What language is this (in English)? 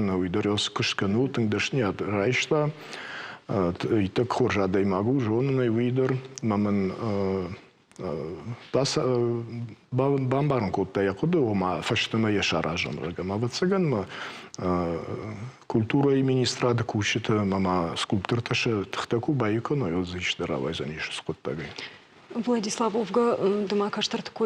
Ossetic